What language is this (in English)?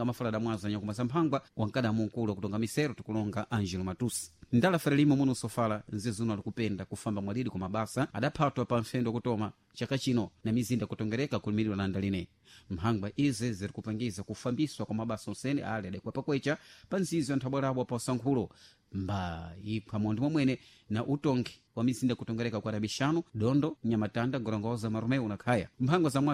Sena